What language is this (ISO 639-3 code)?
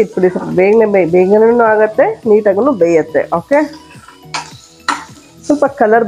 kan